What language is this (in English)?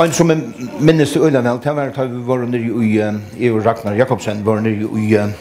Faroese